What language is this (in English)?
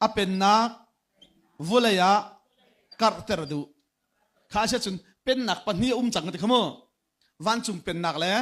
Hakha Chin